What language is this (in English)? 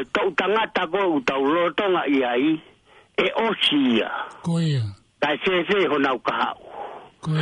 Tongan